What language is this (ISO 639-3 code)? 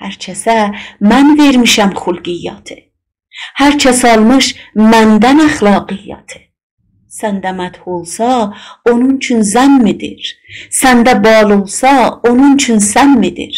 azb